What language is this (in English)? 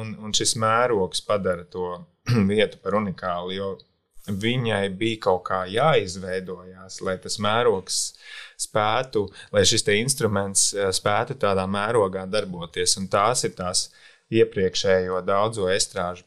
Latvian